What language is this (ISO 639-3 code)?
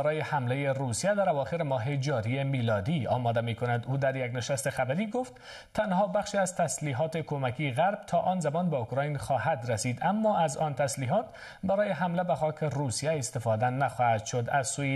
fas